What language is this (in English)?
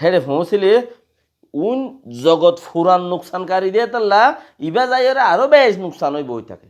Rohingya